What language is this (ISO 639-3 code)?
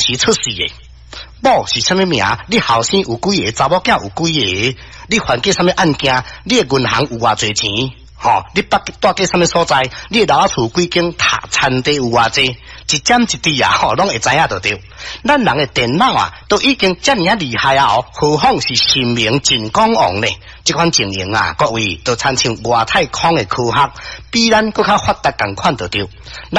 nan